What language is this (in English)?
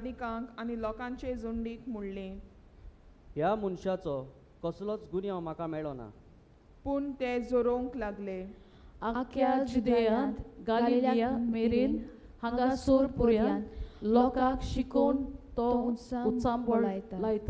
Konkani